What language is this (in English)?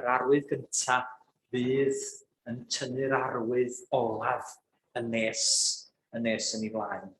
Welsh